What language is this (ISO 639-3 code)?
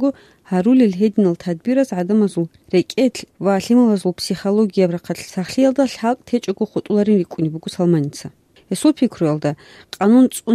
ava